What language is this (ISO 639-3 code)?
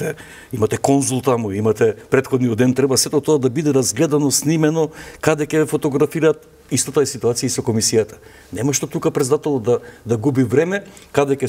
mkd